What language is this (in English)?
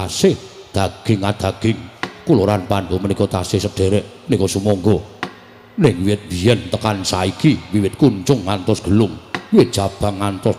Javanese